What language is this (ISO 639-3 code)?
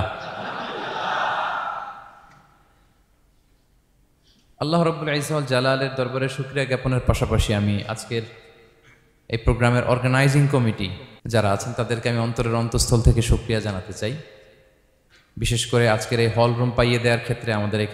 ben